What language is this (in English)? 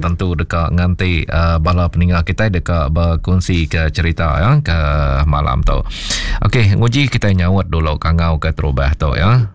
Iban